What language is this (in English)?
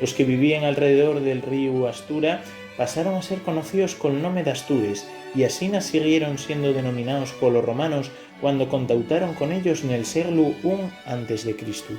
Asturian